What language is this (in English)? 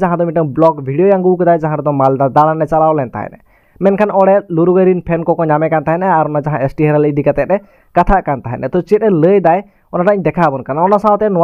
Santali